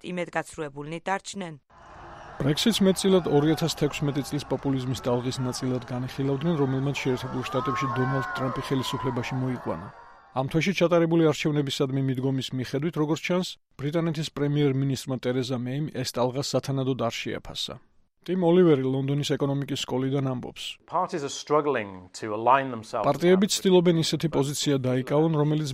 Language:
Georgian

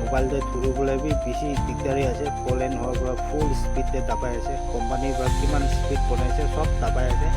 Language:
Naga Pidgin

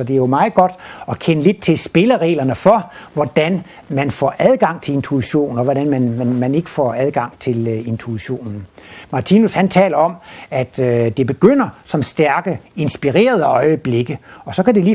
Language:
Danish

